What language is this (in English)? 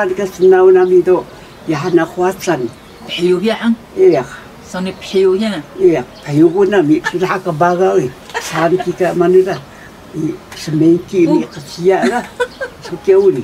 Taroko